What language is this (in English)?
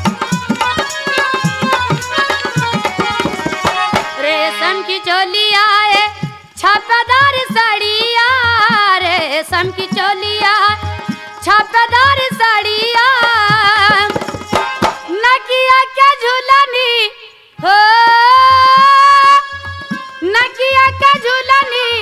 Bhojpuri